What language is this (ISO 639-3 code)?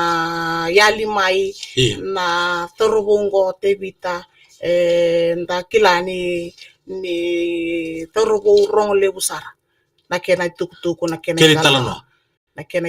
fij